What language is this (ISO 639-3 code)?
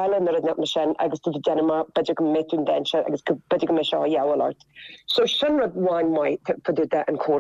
gle